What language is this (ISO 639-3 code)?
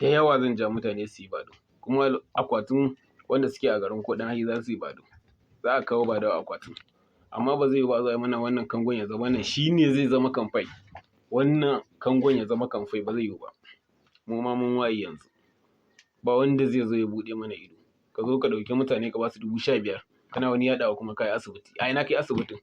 hau